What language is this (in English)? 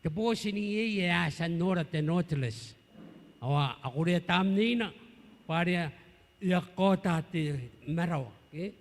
Gilbertese